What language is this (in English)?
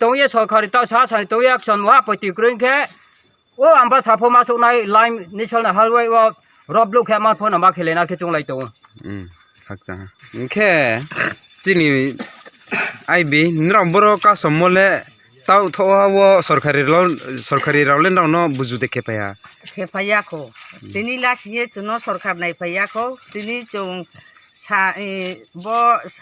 Riang (India)